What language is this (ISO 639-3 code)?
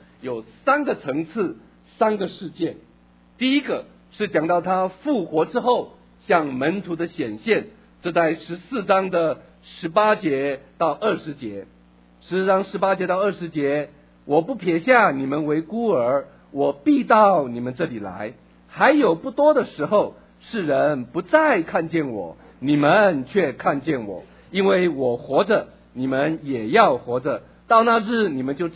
zho